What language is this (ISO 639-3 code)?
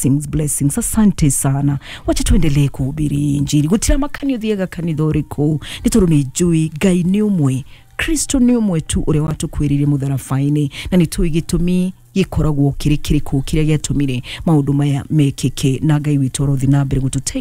kik